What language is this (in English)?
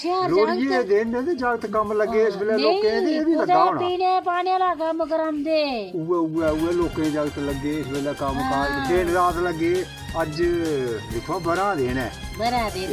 Dogri